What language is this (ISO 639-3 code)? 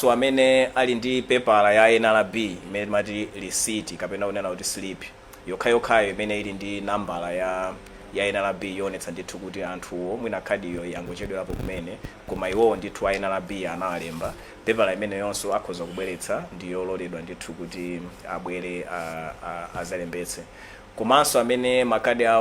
nya